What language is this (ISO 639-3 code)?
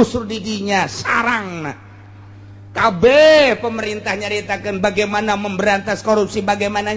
sun